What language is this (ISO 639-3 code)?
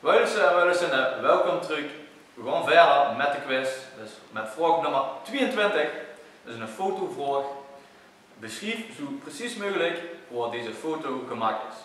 lim